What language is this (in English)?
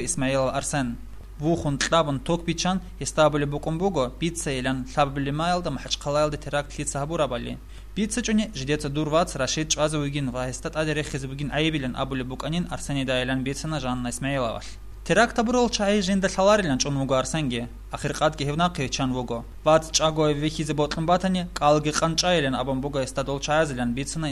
Avaric